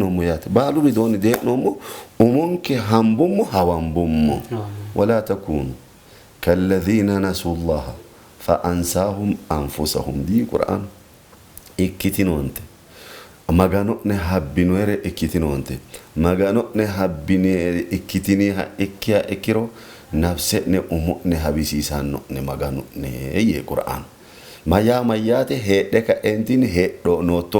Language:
Sidamo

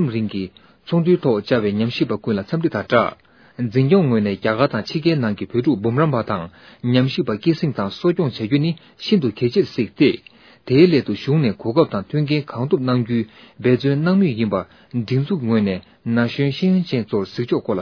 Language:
Tibetan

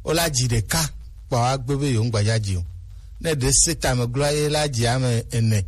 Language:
Gen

